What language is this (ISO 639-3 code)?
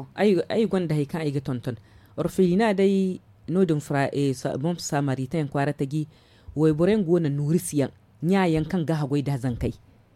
dje